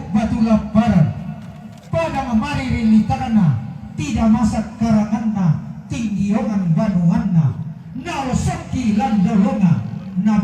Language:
Toraja-Sa'dan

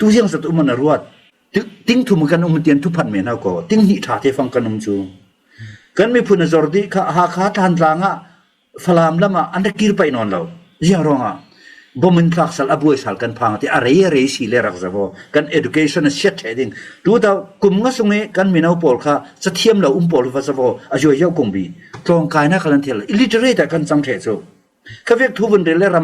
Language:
Falam Chin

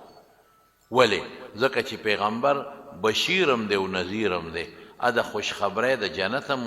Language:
Pashto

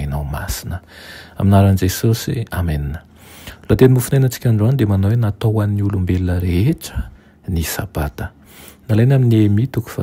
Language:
Malagasy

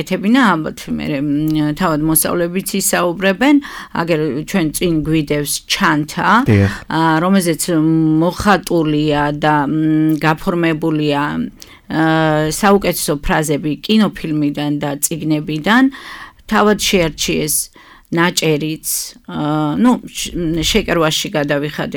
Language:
Georgian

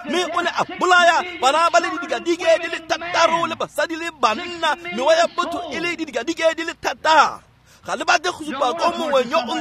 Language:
Tswana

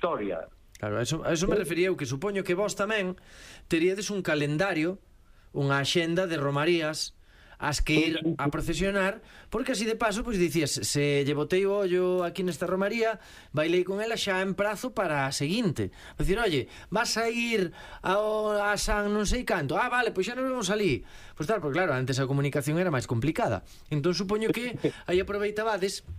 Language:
Galician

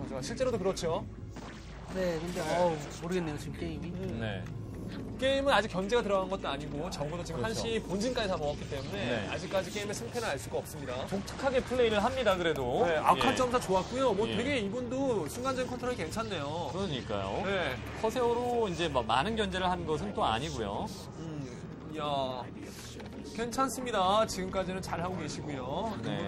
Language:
Korean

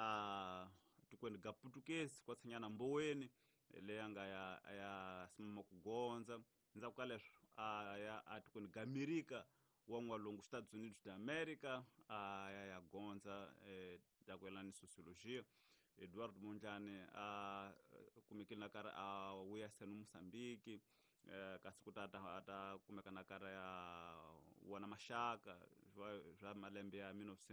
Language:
Tsonga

